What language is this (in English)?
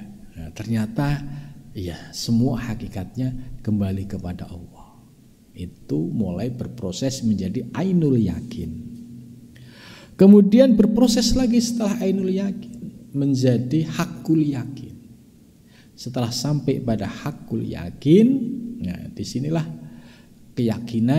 Indonesian